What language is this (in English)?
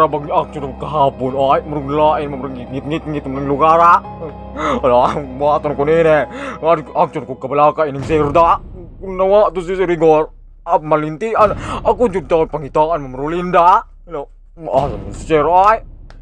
Cebuano